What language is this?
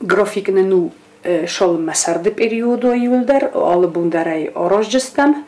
Ossetic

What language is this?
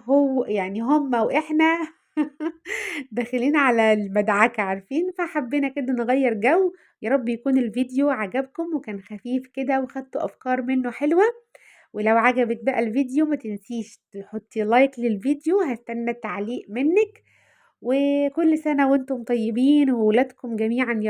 Egyptian Arabic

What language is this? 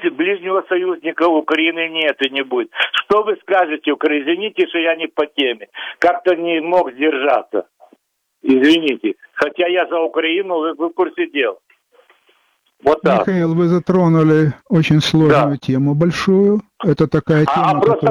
Russian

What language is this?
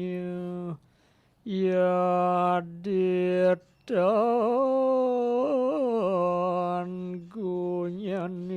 Balinese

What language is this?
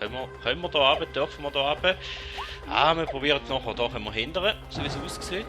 Swiss German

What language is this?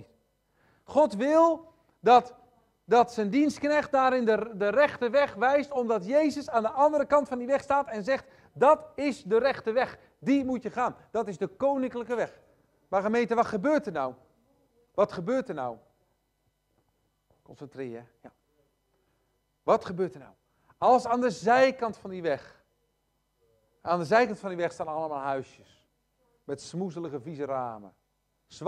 Dutch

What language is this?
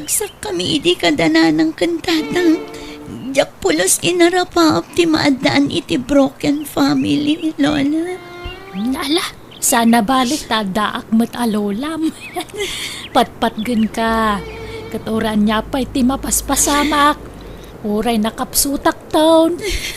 Iloko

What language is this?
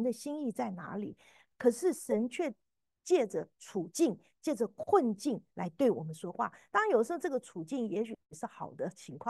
Chinese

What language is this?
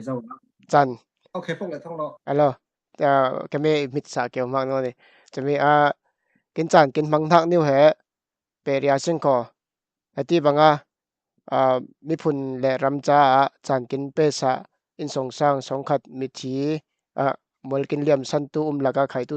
Falam Chin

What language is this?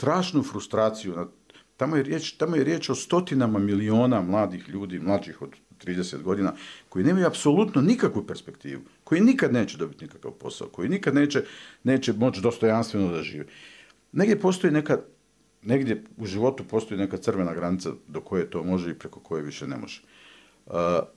Bosnian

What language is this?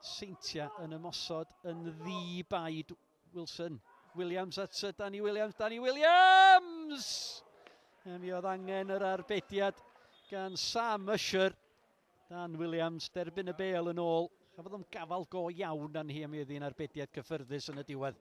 Welsh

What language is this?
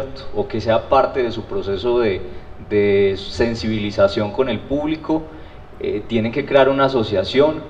Spanish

